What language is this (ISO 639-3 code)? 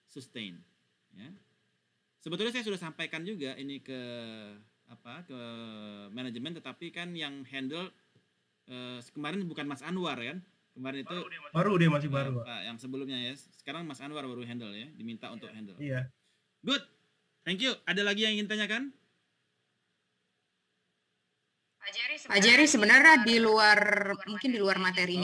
ind